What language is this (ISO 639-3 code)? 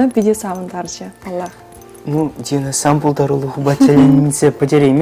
chv